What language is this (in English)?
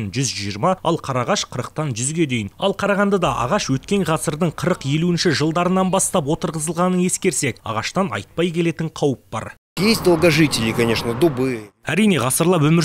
Kazakh